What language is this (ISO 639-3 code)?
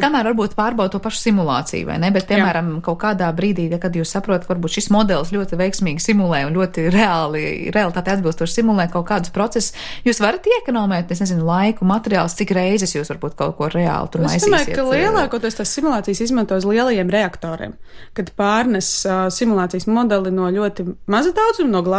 lav